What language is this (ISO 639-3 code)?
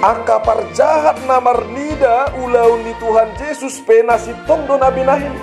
bbc